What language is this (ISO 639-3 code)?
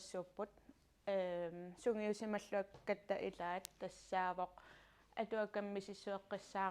kal